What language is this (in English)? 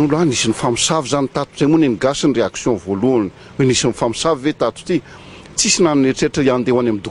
Malagasy